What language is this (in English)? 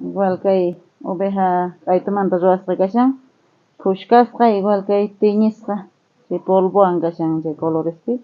South Bolivian Quechua